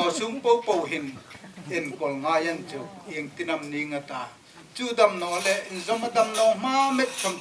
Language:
Hmar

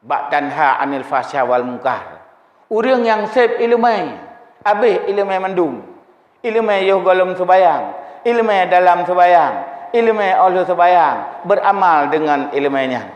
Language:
Achinese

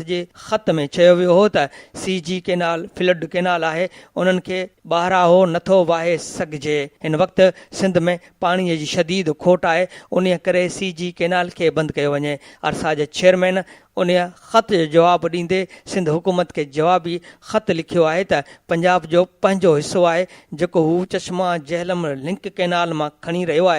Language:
Sindhi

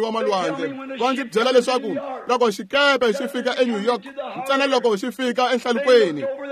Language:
Tsonga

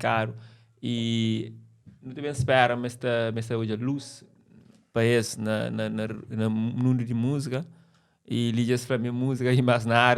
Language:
Kabuverdianu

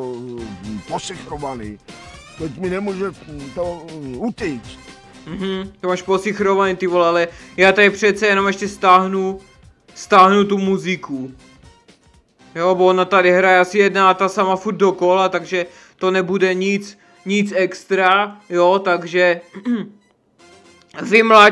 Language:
Czech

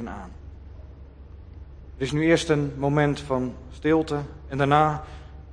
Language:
Dutch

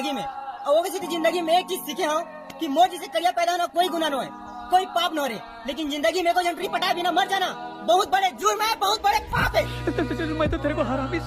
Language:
Chhattisgarhi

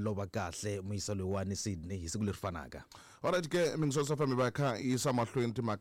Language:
Tsonga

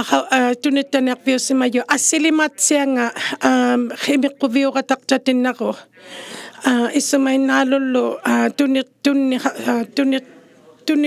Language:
Inuktitut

